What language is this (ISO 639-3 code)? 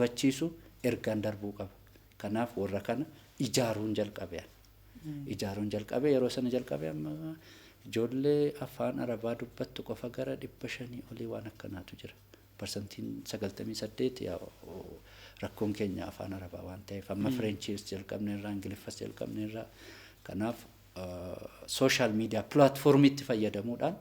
orm